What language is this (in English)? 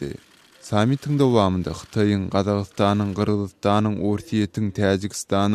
Turkmen